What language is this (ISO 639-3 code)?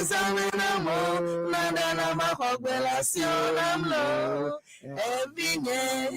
ewe